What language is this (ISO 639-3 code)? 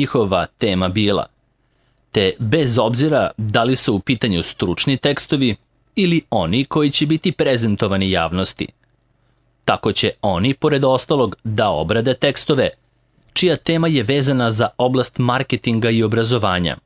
srp